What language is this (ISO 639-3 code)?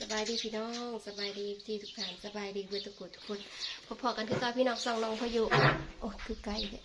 tts